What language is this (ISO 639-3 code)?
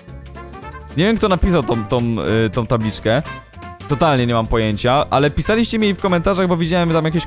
pol